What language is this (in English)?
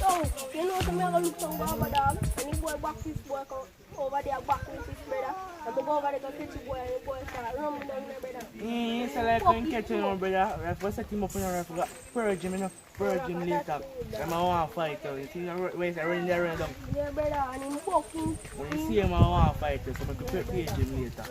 Jamaican Creole English